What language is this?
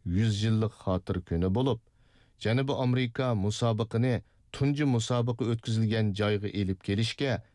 Uyghur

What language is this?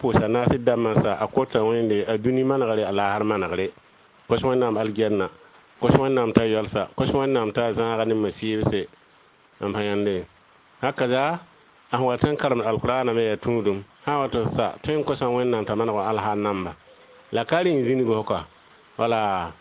Mossi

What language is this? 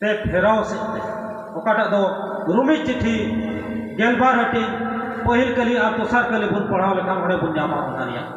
Santali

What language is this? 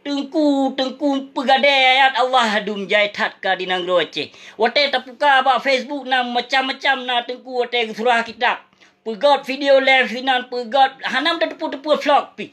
Achinese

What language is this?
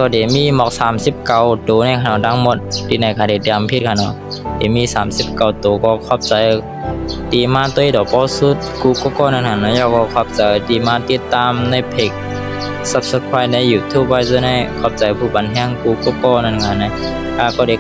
Shan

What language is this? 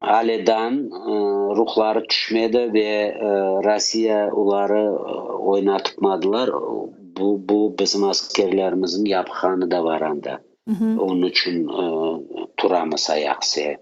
Crimean Tatar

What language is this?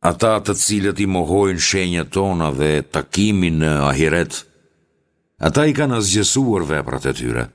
Albanian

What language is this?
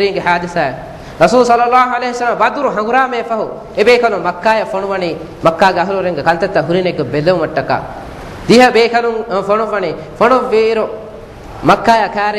Divehi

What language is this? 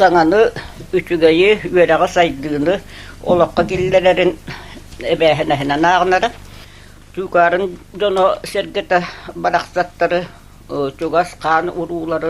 Yakut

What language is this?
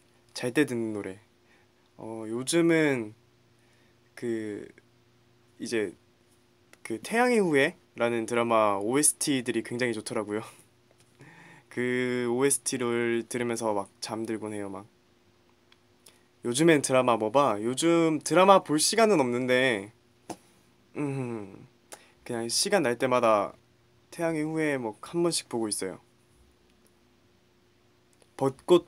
Korean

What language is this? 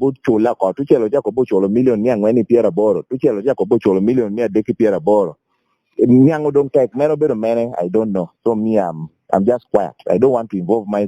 Lango (Uganda)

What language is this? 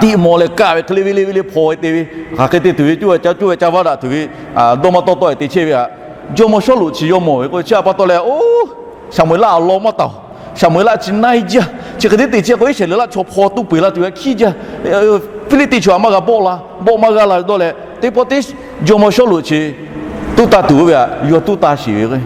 Lahu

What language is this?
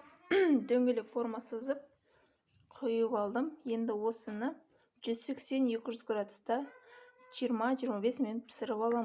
Kazakh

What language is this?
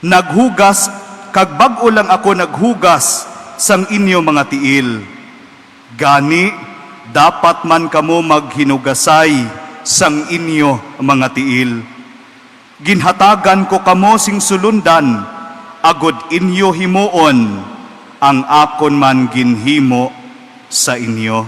Hiligaynon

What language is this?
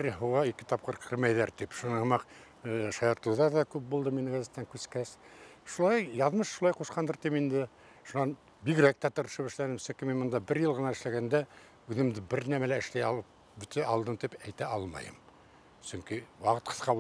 Bashkir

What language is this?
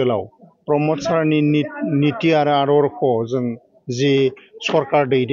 Bodo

